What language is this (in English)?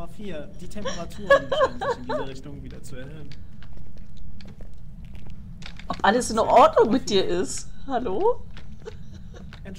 German